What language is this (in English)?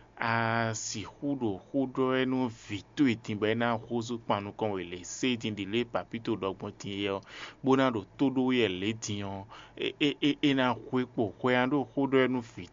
Fon